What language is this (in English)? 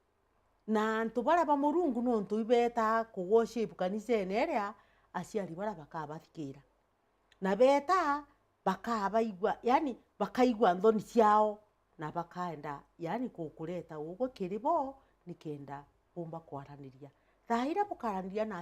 Meru